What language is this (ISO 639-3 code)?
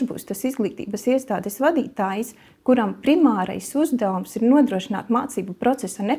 lav